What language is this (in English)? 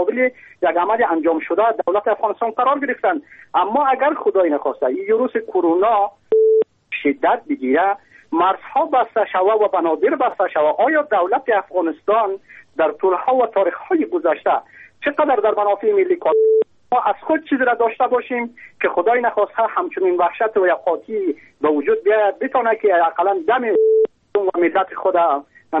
Persian